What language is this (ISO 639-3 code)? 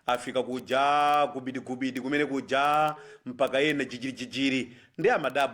nya